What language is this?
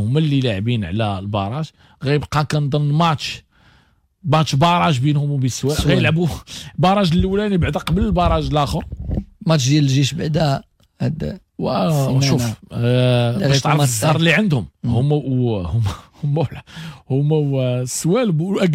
Moroccan Arabic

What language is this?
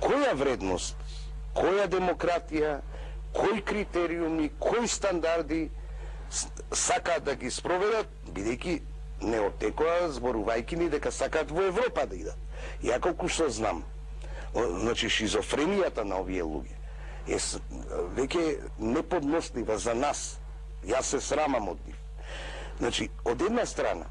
Macedonian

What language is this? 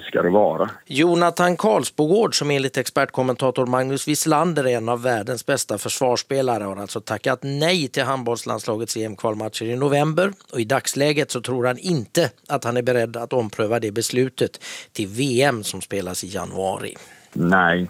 Swedish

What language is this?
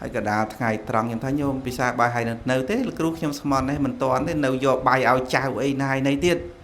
Khmer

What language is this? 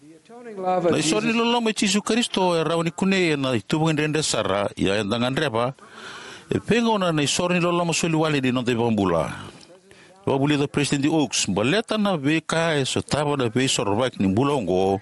Fijian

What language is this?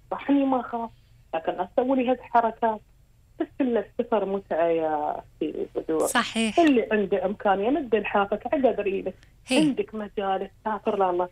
Gulf Arabic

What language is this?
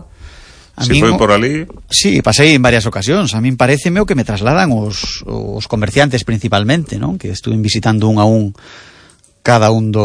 Galician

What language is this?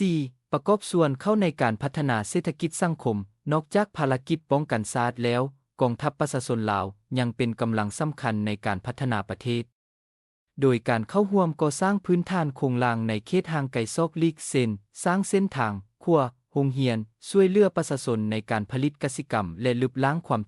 Lao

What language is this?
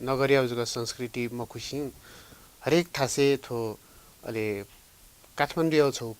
Newari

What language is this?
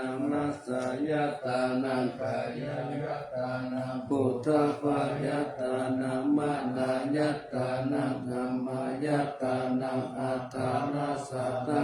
Pali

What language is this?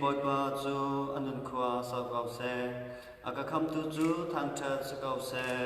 Hakha Chin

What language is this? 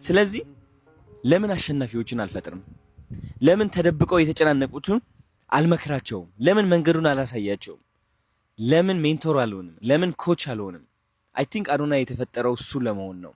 Amharic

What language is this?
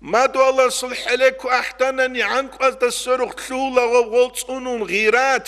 Avaric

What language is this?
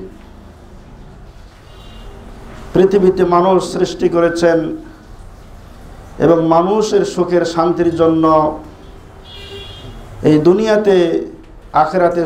Bangla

